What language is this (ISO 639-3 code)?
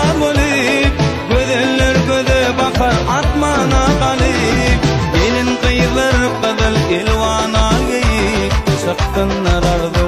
tuk